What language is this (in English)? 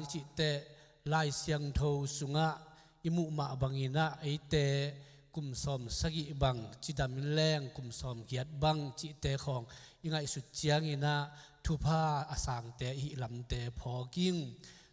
Tedim Chin